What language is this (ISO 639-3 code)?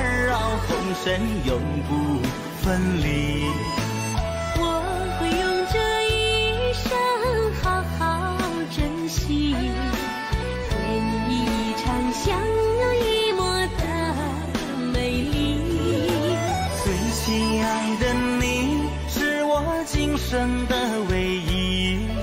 zho